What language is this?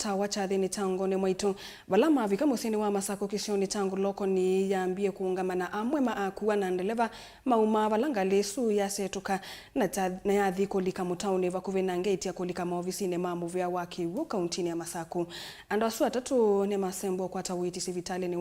Kamba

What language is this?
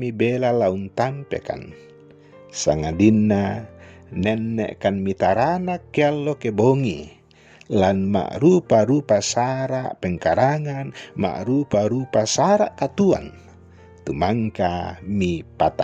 Toraja-Sa'dan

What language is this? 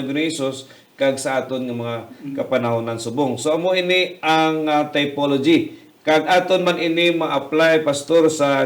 Hiligaynon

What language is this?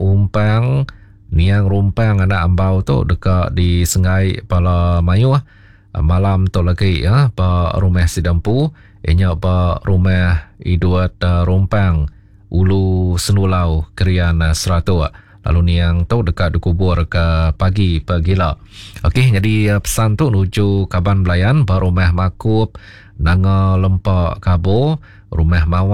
Iban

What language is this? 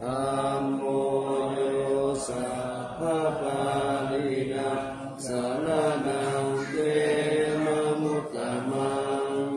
Pali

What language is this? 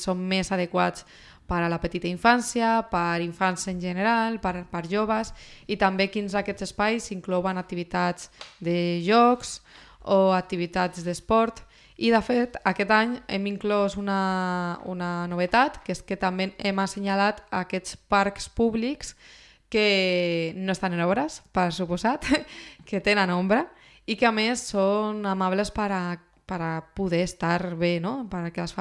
Catalan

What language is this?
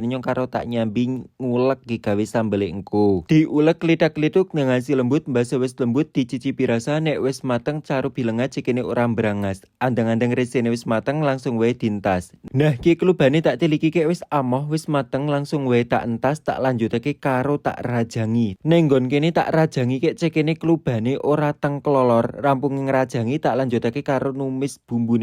Javanese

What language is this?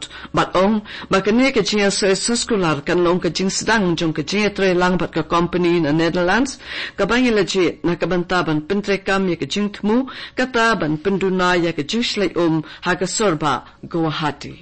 Khasi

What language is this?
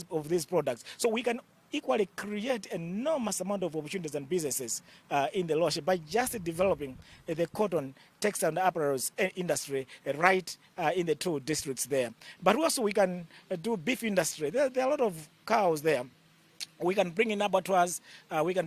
Nyanja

